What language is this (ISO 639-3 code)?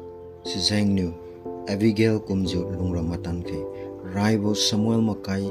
njn